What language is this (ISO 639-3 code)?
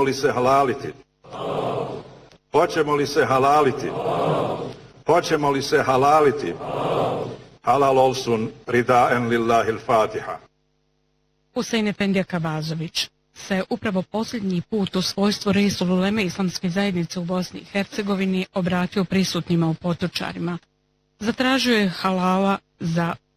bos